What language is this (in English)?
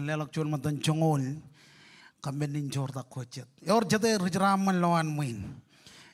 Marshallese